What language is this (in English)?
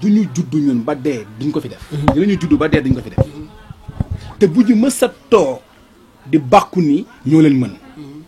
Wolof